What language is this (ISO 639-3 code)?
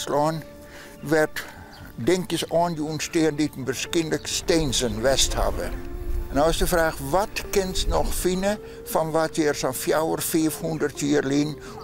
fry